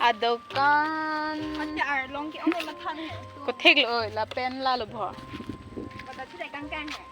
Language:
Karbi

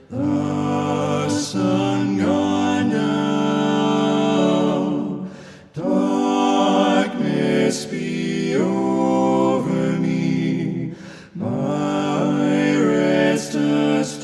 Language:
Paite Chin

